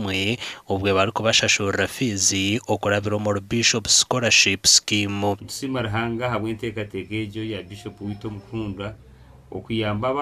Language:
Nyankole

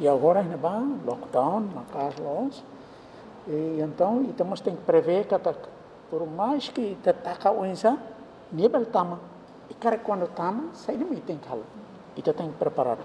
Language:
Tetum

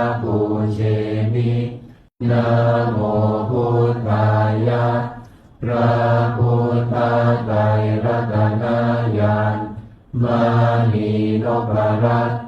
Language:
Pali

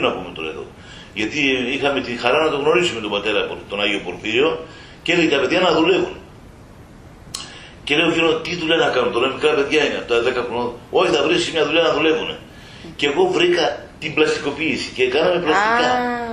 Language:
Greek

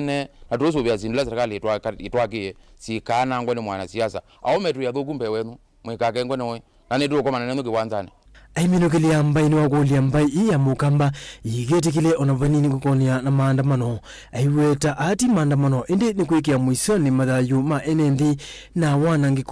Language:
Kamba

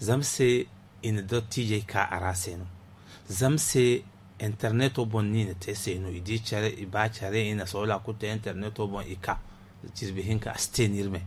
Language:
Zarma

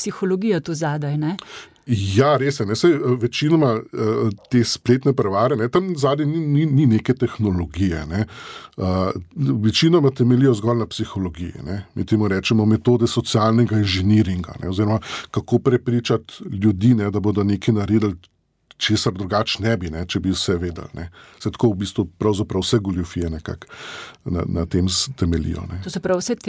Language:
Slovenian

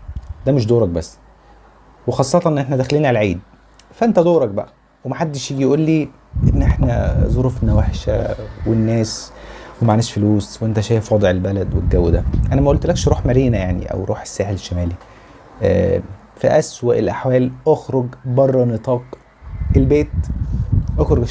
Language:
Egyptian Arabic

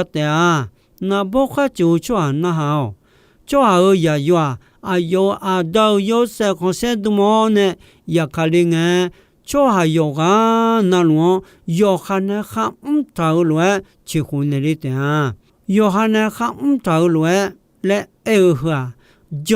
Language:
Akha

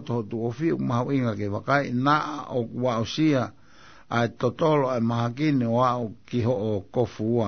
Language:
Tongan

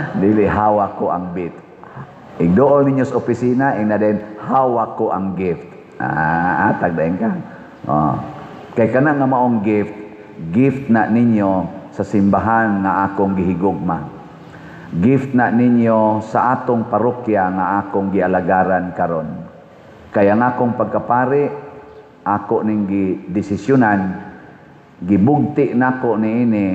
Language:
Cebuano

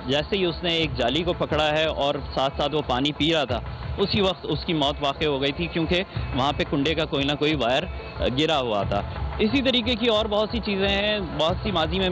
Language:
Urdu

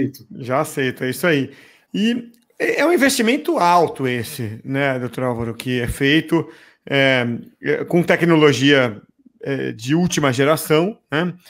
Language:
Portuguese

